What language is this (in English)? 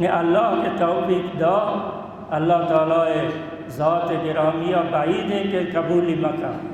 Baluchi